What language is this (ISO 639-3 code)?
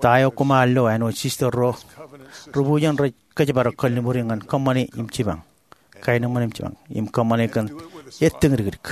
mah